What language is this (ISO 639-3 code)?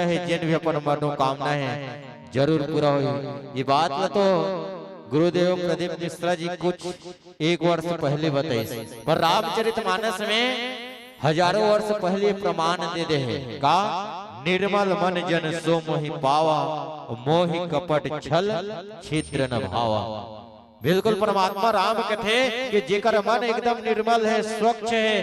hne